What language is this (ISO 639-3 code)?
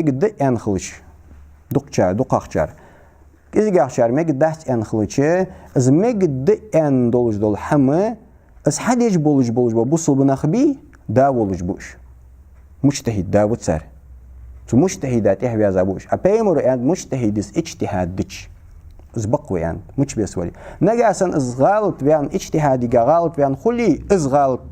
inh